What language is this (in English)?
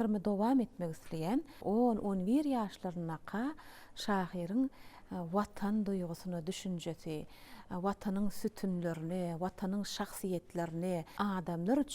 Turkmen